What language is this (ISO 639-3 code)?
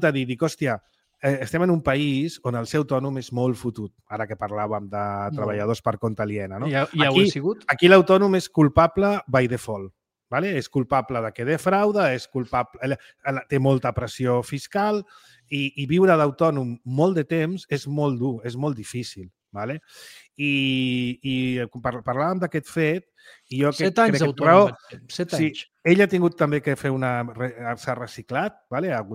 cat